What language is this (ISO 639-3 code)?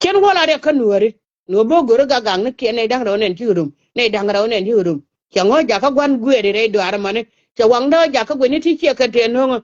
nus